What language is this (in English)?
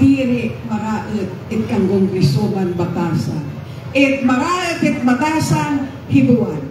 Waray